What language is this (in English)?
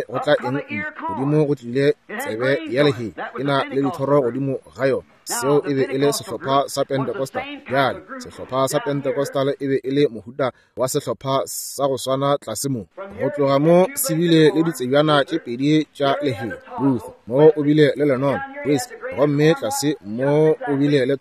Northern Sotho